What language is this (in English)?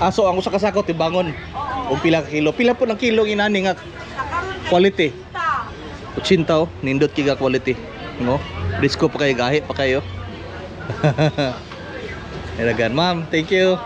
Cebuano